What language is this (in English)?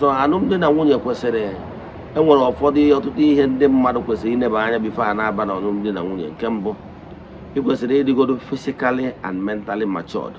Igbo